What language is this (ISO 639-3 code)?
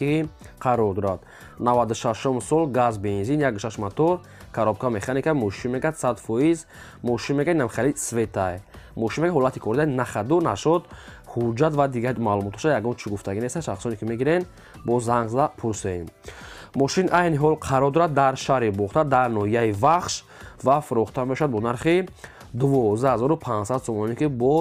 tgk